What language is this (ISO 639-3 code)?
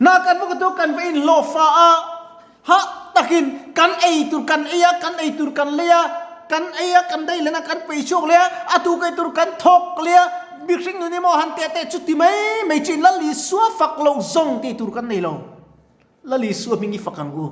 lus